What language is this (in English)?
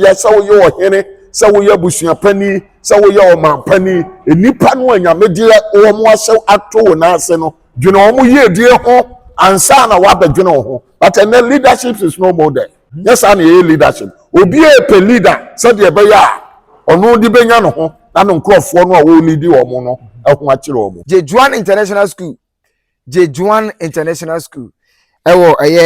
Akan